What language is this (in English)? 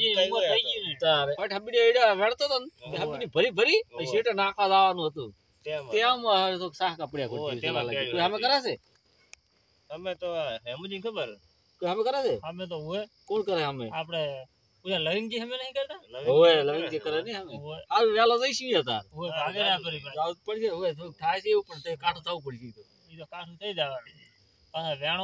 Gujarati